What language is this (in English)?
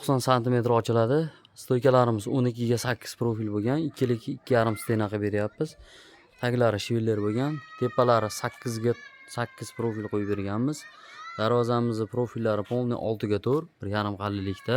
Uzbek